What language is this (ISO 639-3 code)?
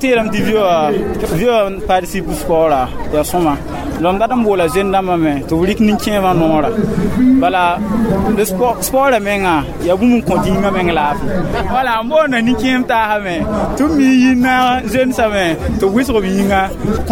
mos